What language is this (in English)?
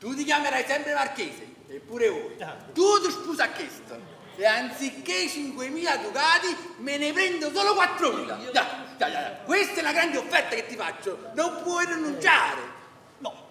Neapolitan